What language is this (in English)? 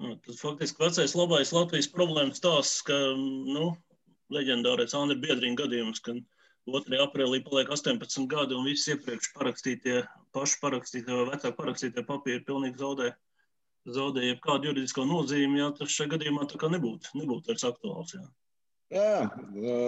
Latvian